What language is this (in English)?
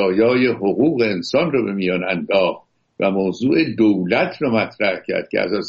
Persian